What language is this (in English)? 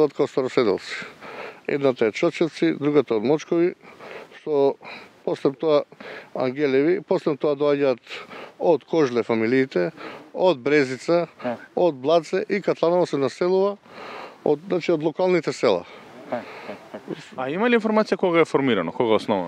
Macedonian